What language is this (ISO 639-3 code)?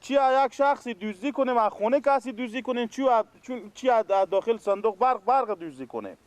fas